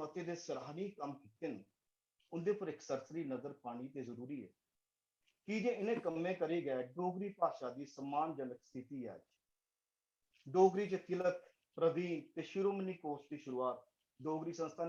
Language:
Dogri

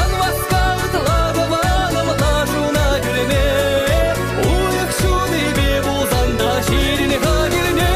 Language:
Chuvash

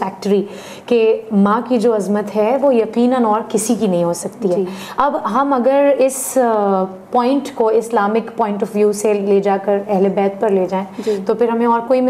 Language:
Urdu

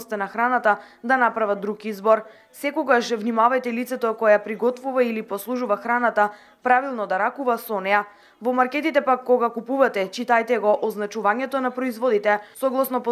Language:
Macedonian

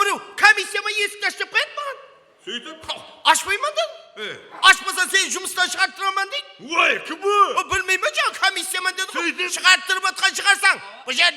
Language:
Kara-Kalpak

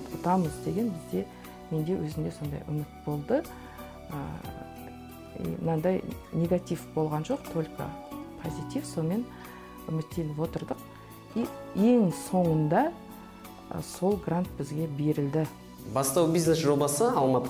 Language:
Kazakh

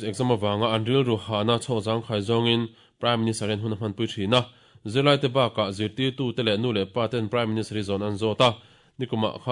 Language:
Mizo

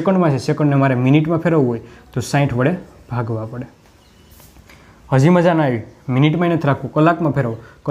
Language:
Gujarati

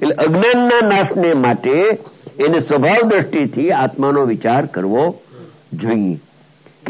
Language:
Gujarati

